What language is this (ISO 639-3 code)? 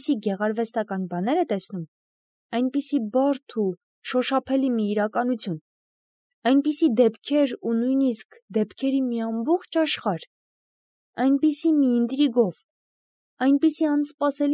hye